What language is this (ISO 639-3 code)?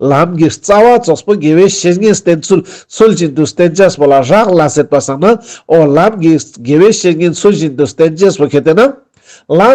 lbj